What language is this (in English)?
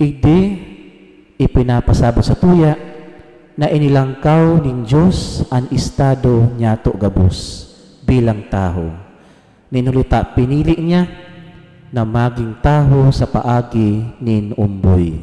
Bikol